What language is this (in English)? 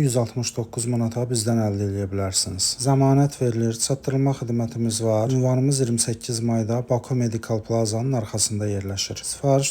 Azerbaijani